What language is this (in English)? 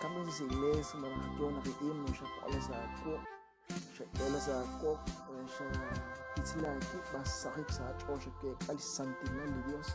Kekchí